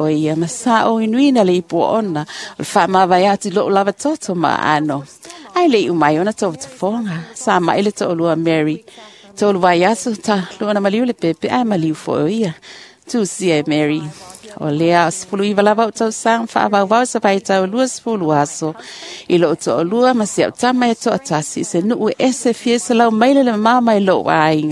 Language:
Samoan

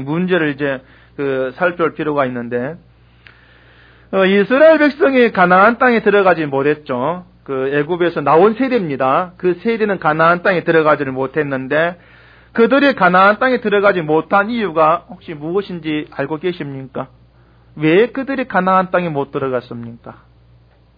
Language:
Korean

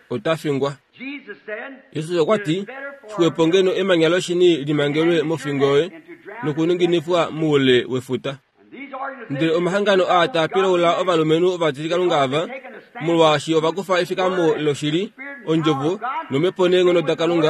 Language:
Kuanyama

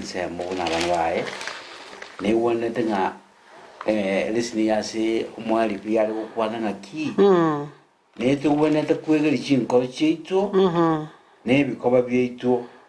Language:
Gusii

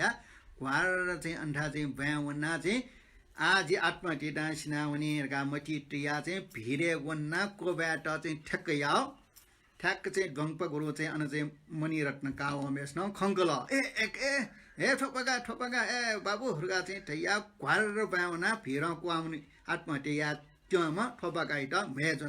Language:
Newari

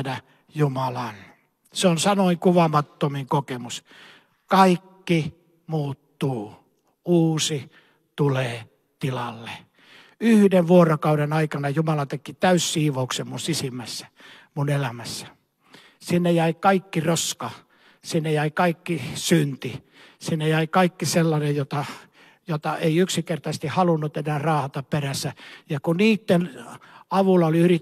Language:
Finnish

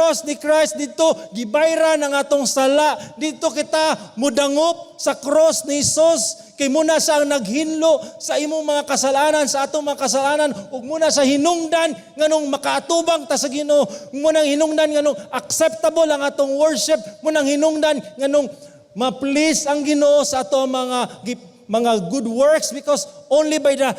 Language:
Cebuano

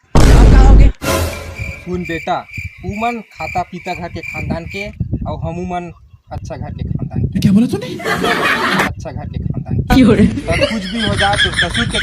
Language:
Chhattisgarhi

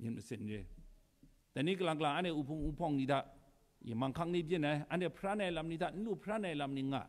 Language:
Kachin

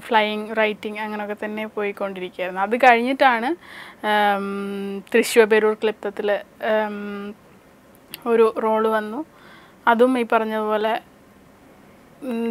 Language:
Malayalam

